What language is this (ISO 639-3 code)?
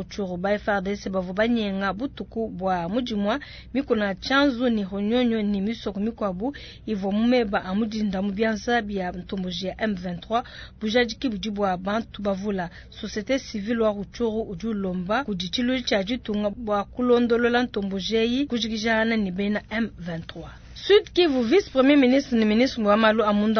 lua